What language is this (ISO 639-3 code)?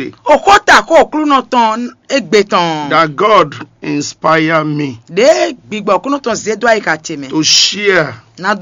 fon